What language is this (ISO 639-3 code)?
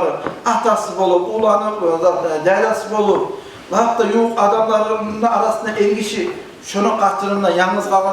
kum